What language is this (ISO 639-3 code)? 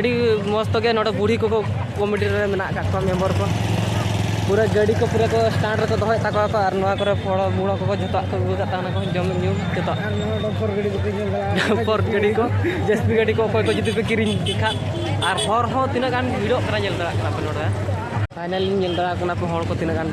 sat